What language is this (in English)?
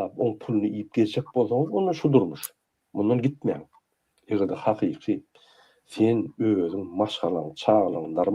Turkmen